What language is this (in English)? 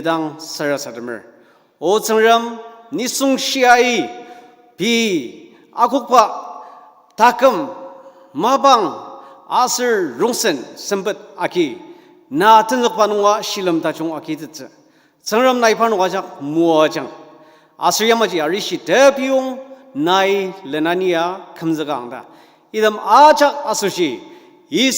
Ao Naga